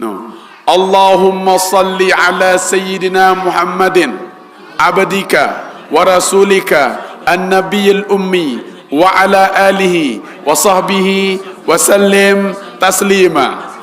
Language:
Sasak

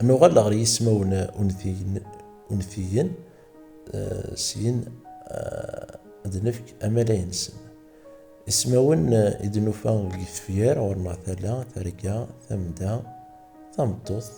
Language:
Kabyle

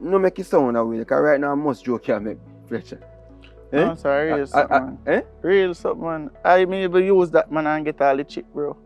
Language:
Jamaican Creole English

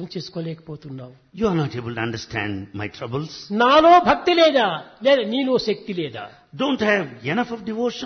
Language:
Telugu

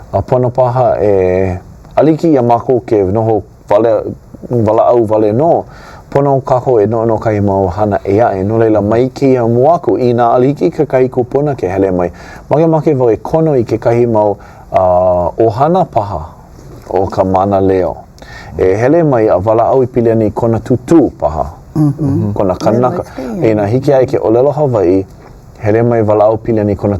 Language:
Hawaiian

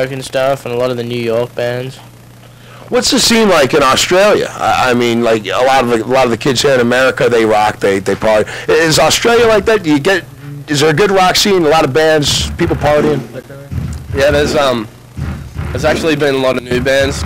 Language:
English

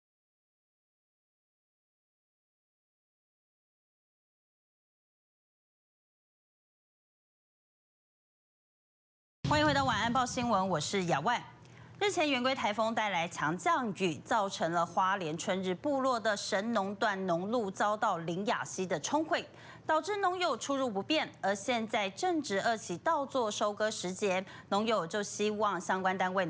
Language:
Chinese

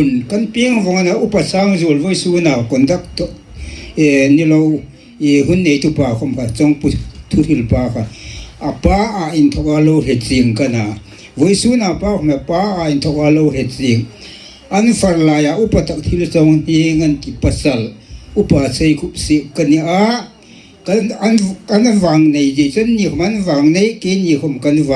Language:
Hmar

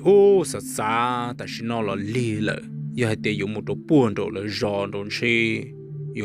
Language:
Hmong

